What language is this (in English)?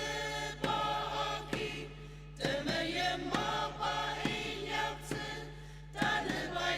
Ao Naga